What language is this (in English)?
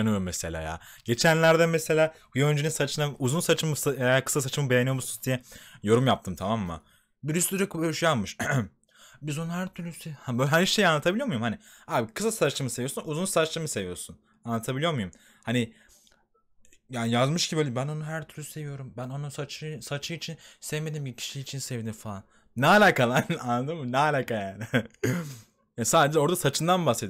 Turkish